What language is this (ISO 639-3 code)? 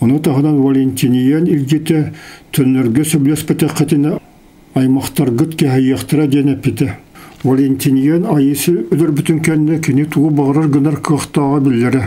sah